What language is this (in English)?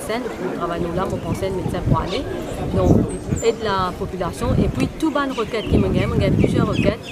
Morisyen